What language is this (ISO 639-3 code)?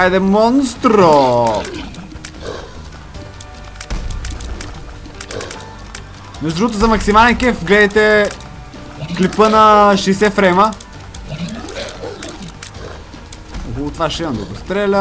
bul